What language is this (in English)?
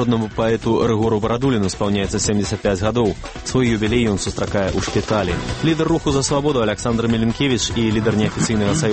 Belarusian